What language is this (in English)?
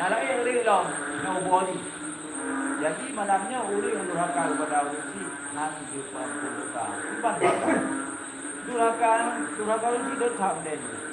Achinese